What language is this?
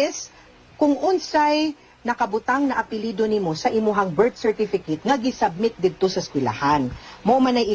Cebuano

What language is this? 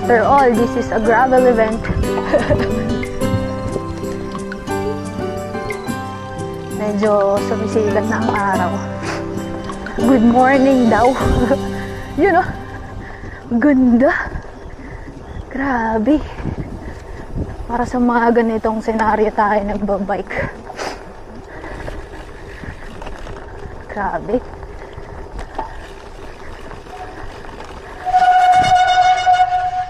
Filipino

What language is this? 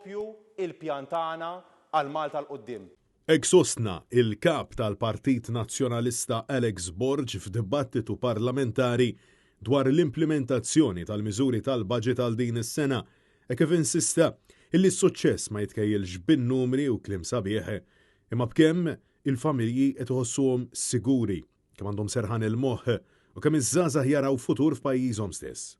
Maltese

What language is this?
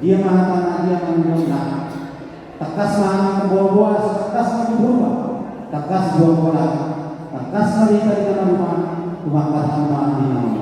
Batak Toba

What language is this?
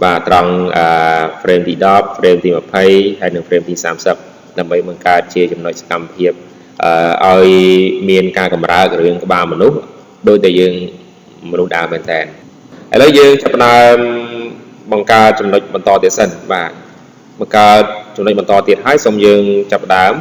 Khmer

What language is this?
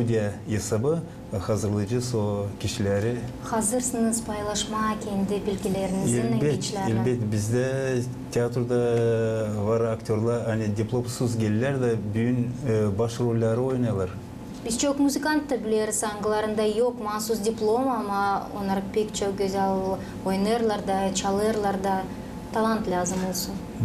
Gagauz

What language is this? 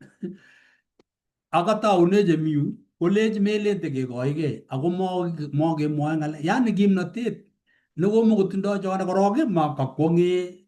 Kalenjin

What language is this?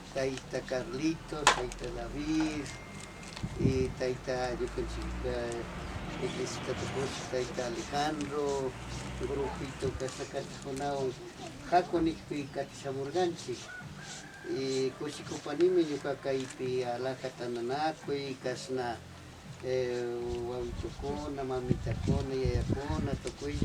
Imbabura Highland Quichua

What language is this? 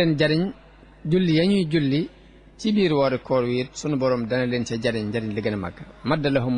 Wolof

